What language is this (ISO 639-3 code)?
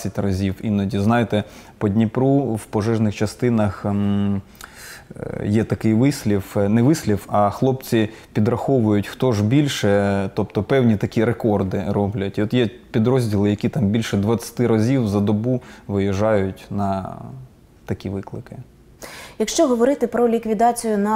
ukr